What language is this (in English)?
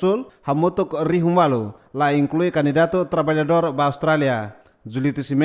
Tetum